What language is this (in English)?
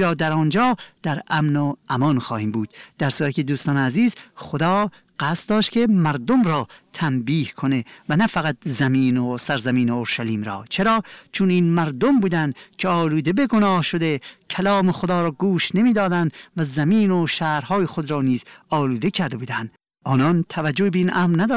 Persian